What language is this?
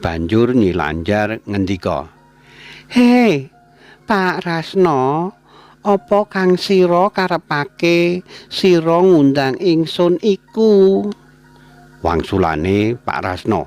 Javanese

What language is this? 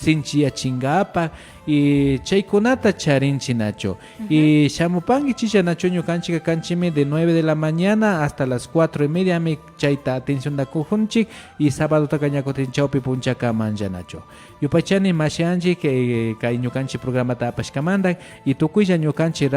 Imbabura Highland Quichua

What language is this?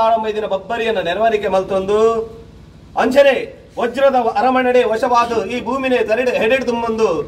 Tulu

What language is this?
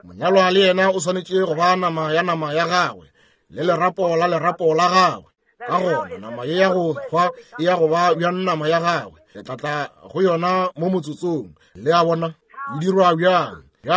Northern Sotho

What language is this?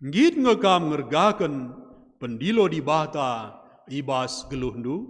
Batak Karo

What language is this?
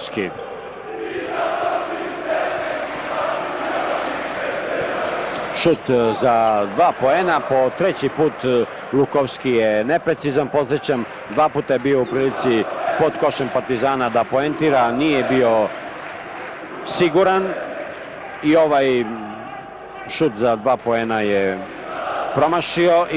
Serbian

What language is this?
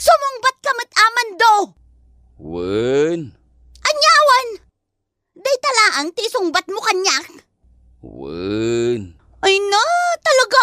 Iloko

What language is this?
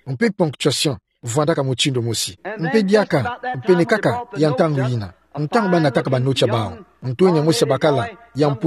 Kituba (Democratic Republic of Congo)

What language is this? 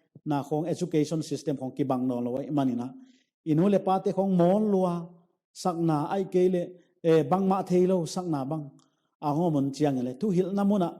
Paite Chin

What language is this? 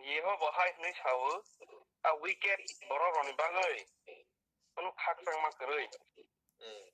Kok Borok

